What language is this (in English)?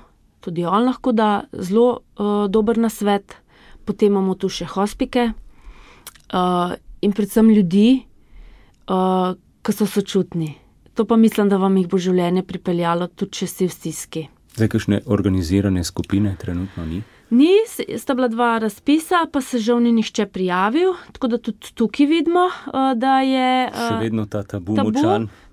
Slovenian